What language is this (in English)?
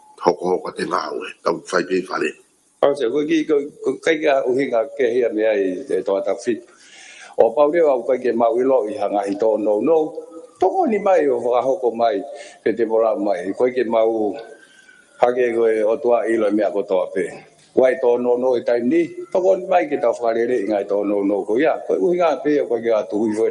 Tongan